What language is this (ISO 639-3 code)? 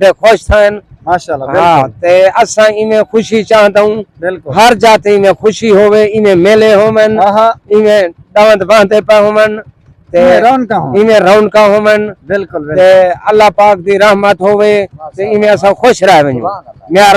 skr